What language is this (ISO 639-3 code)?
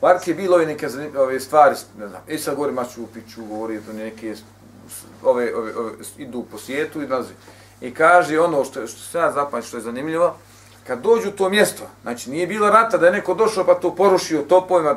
bos